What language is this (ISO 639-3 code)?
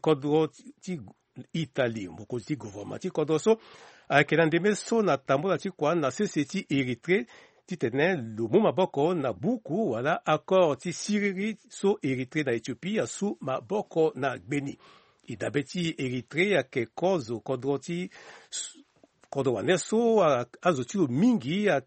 sag